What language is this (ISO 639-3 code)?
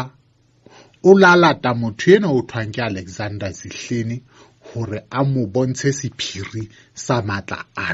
sot